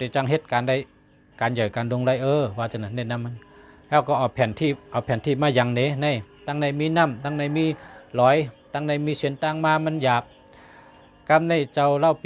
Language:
Shan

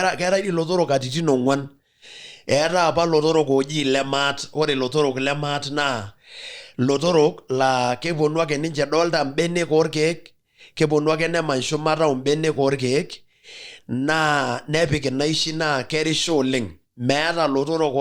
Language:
Masai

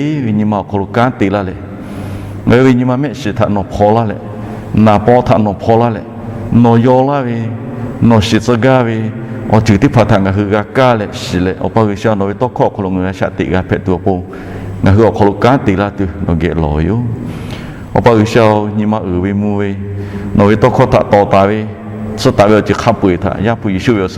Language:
Lahu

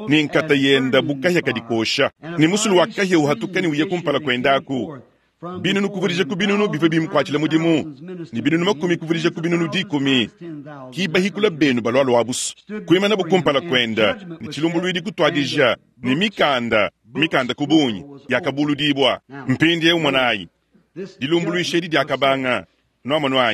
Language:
Luba-Lulua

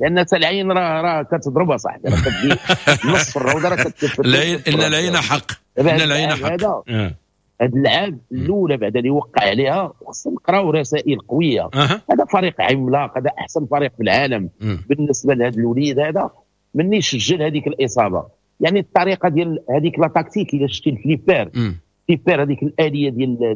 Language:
Moroccan Arabic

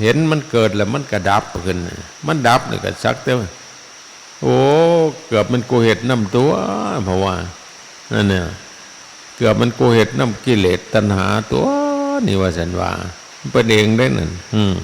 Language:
Northeastern Thai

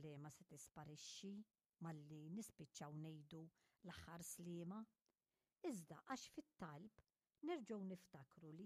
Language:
Maltese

